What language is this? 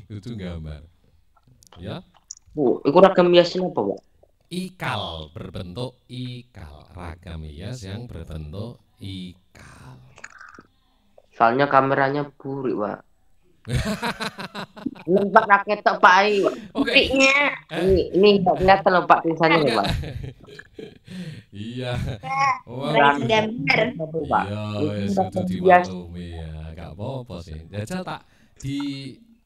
Indonesian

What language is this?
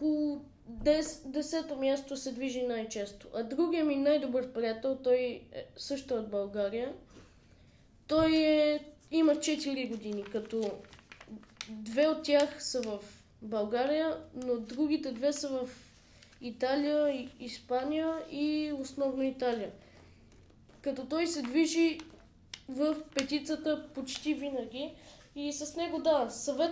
Bulgarian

